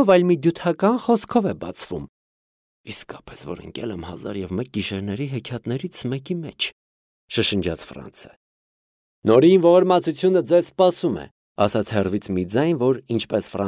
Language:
Armenian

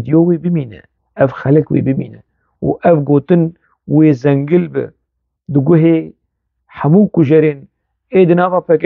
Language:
Kurdish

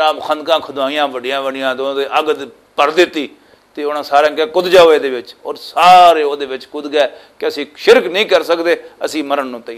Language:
Western Panjabi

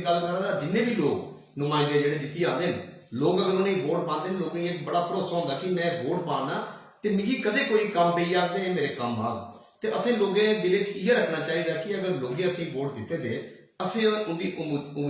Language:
Dogri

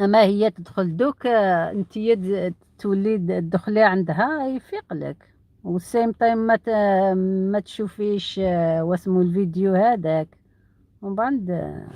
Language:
Algerian Arabic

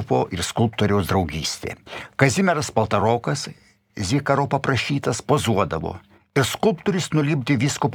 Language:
Lithuanian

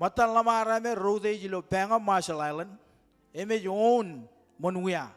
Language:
Marshallese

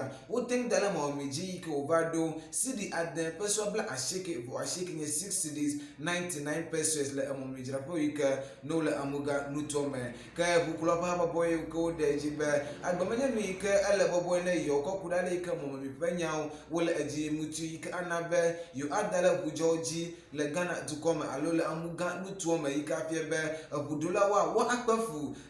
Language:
Ewe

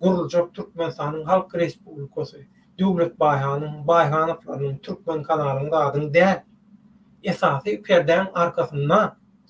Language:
Turkmen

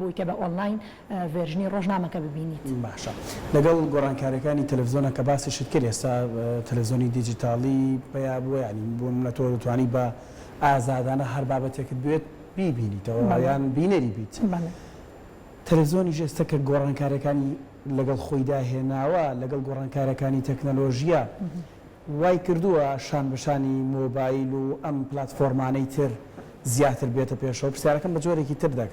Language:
Central Kurdish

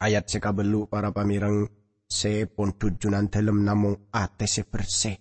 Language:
Madurese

